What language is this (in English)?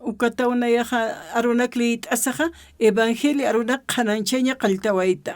Aymara